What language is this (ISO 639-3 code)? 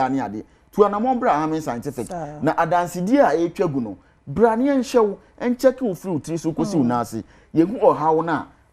aka